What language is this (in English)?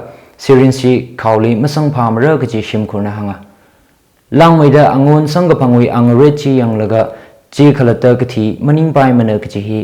Tangkhul Naga (India)